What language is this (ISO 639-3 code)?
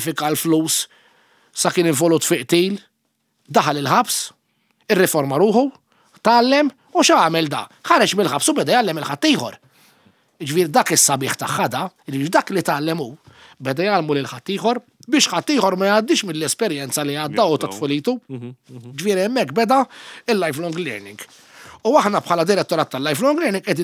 mlt